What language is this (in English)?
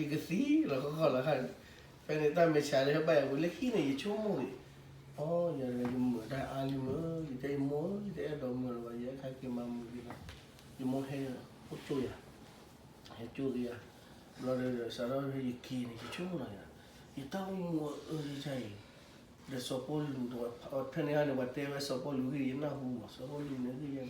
S'gaw Karen